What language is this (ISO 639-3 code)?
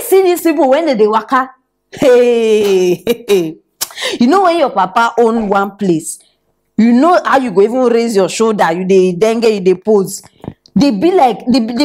pcm